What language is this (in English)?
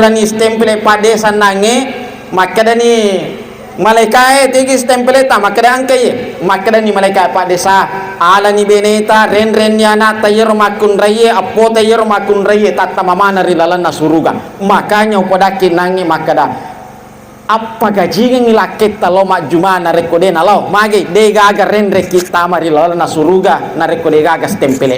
Buginese